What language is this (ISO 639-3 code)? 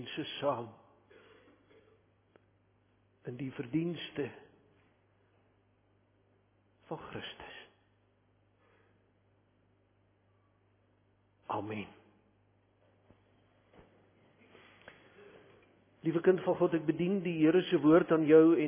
afr